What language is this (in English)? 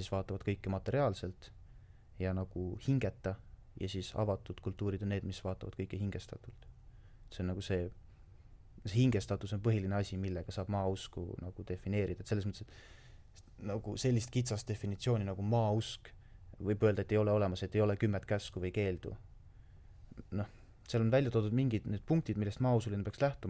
Estonian